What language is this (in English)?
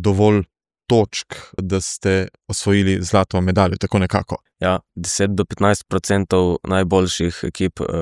Slovenian